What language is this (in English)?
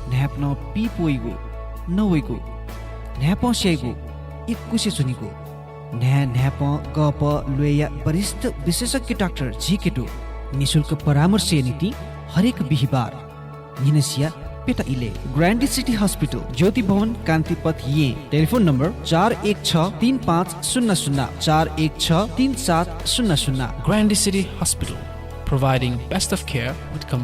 Newari